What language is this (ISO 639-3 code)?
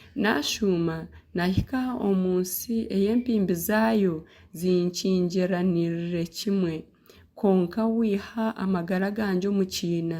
nyn